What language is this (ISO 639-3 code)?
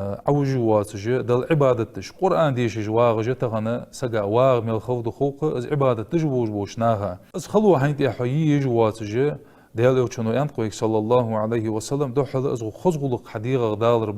inh